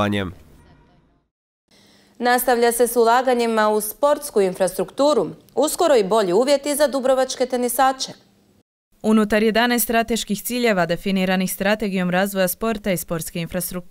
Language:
Croatian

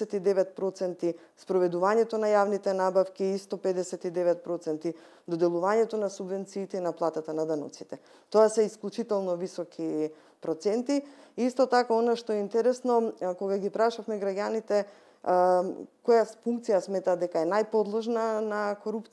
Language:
Macedonian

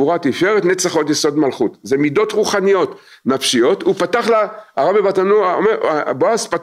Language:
Hebrew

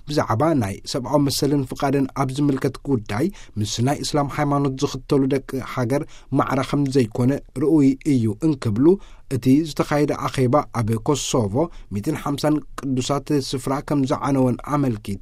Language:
Tigrinya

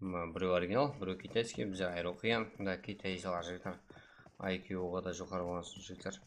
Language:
Kara-Kalpak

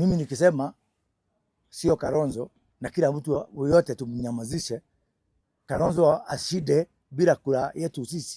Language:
Swahili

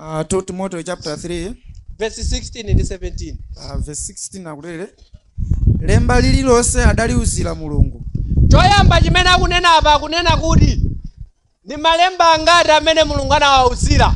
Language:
Nyanja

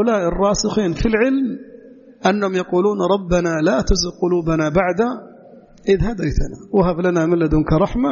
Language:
Arabic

